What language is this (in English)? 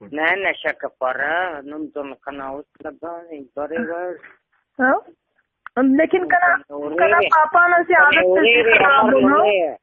Brahui